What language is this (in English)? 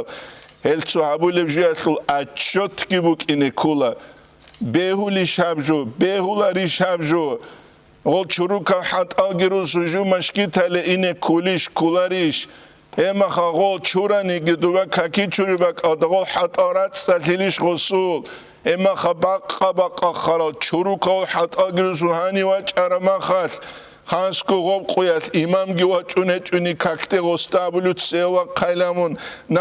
Avaric